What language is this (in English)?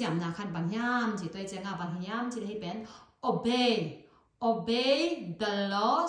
Tedim Chin